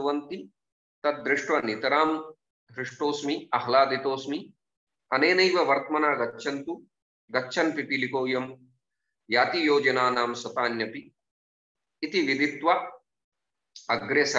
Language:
Sanskrit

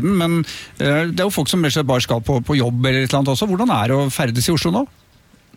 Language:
Norwegian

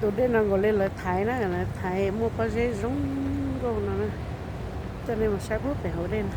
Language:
Hmong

